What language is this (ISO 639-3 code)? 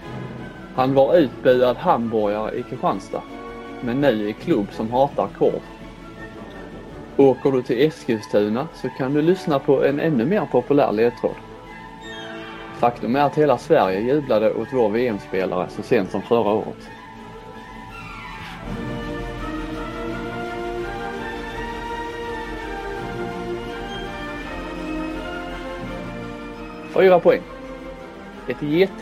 swe